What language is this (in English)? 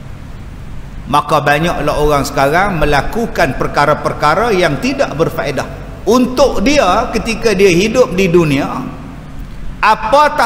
Malay